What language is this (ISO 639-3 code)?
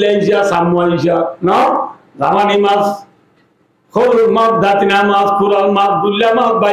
rhg